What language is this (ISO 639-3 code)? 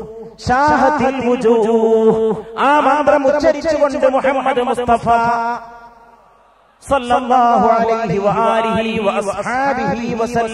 mal